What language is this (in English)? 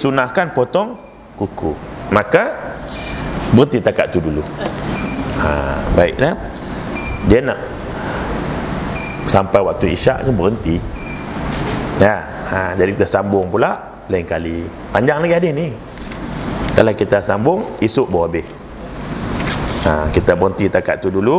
Malay